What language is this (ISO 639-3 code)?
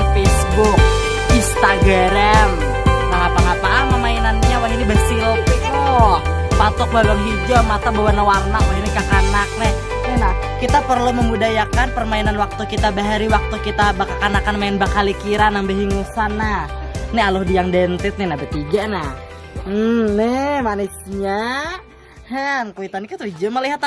bjn